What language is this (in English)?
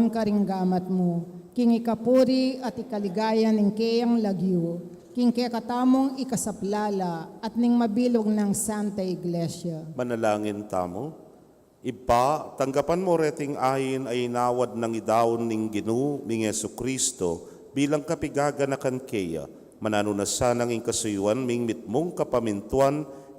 Pampanga